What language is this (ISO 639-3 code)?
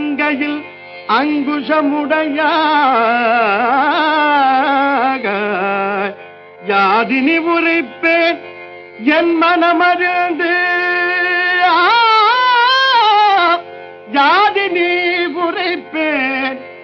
tam